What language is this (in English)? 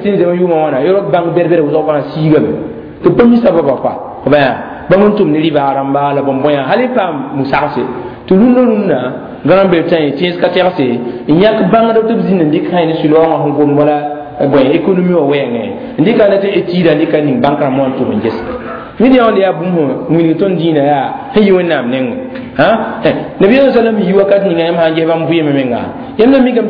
Mossi